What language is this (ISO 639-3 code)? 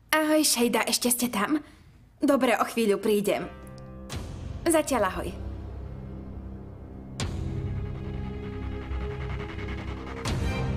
slk